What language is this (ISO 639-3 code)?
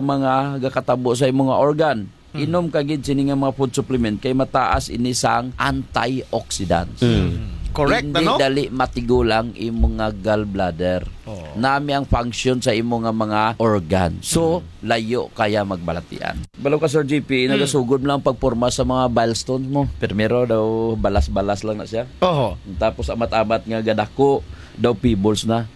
hil